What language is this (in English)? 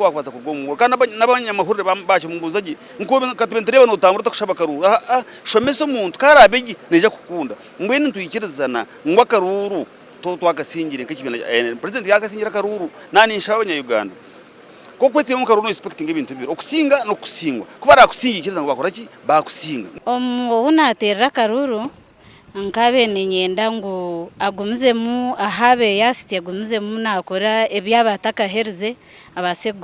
Nyankole